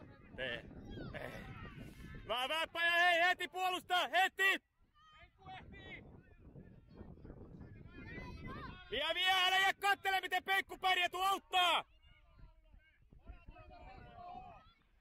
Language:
Finnish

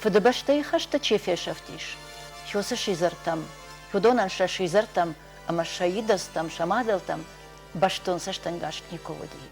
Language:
Ossetic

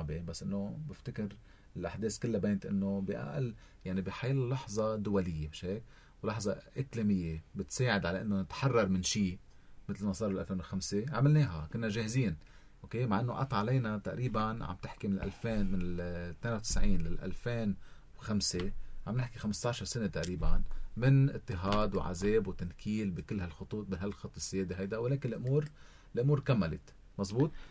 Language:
North Levantine Arabic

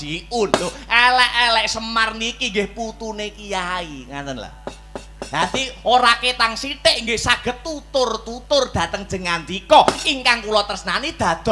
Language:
Javanese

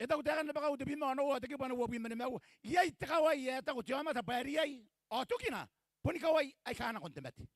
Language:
Gilbertese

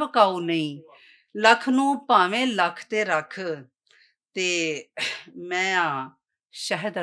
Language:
Western Panjabi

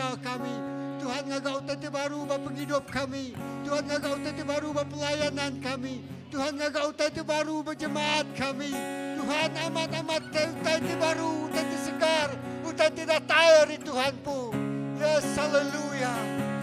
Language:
Iban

